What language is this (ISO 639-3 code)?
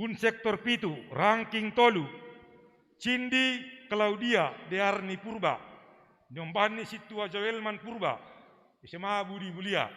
bts